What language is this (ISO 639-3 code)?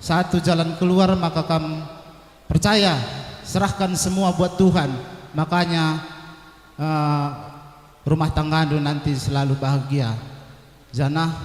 btx